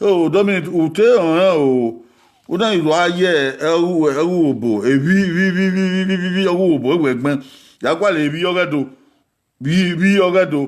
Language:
Bini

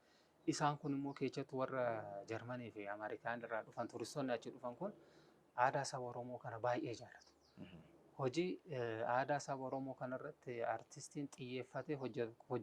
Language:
Oromo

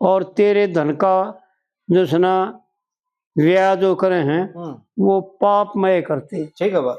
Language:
Haryanvi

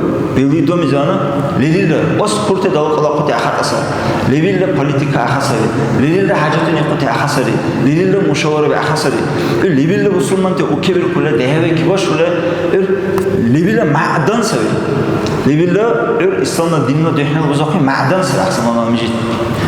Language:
Dargwa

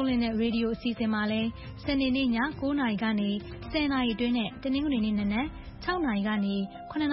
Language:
Burmese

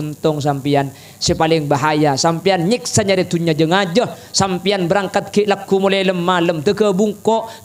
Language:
Madurese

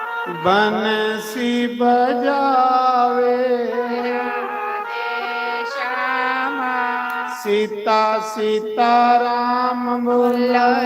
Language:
Dogri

